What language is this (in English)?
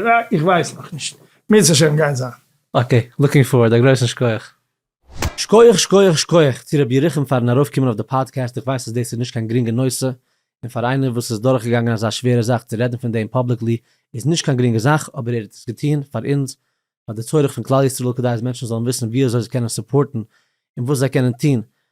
Yiddish